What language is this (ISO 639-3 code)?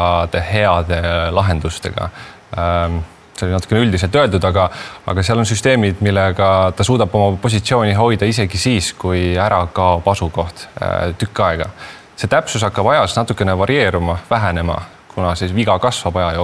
est